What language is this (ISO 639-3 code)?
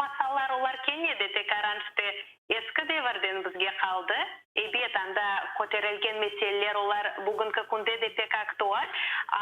crh